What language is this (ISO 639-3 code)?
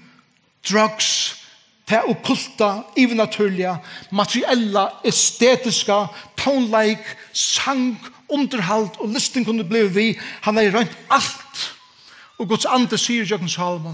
fao